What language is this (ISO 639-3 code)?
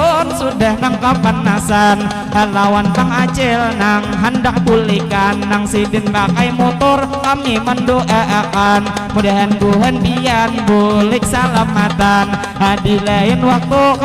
bjn